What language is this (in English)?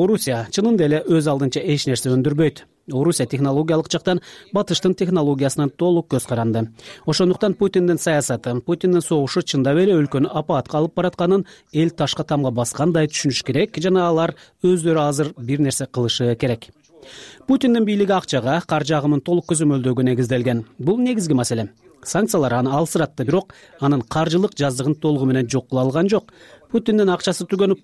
Kyrgyz